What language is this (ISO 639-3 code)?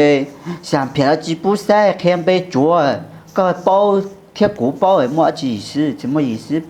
hmn